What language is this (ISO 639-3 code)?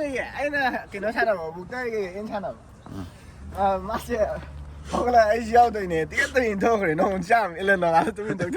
mni